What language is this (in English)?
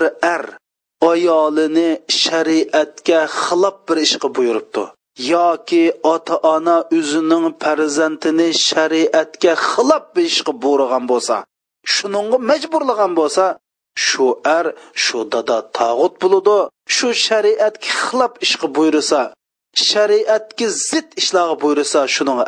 Uyghur